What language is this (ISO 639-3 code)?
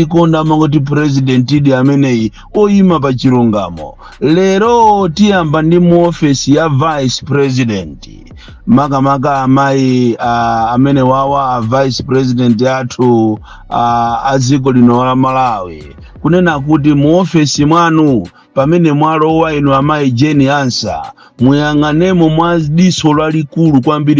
nya